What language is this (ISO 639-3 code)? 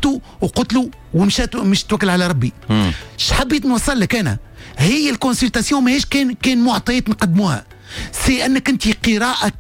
aeb